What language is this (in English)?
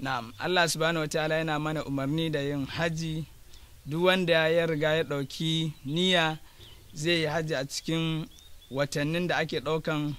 Hausa